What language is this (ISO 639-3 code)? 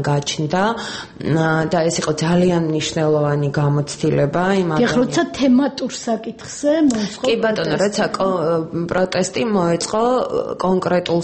kat